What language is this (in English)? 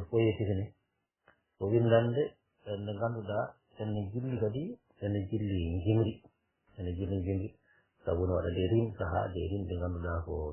Fula